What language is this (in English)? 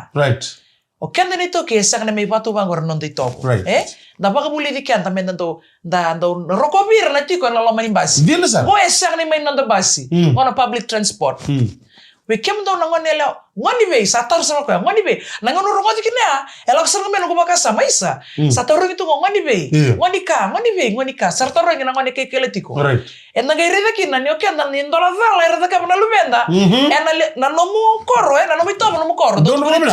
Fijian